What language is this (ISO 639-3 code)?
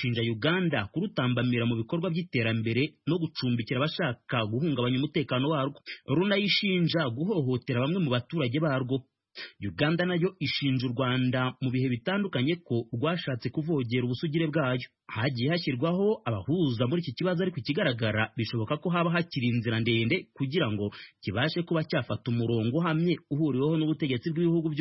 kin